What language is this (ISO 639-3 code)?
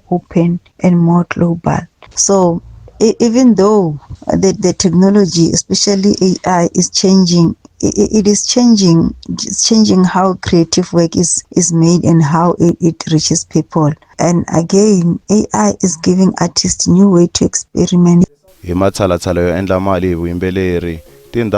tso